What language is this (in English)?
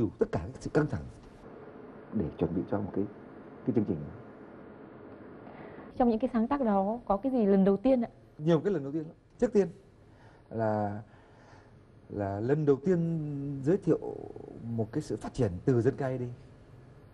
Vietnamese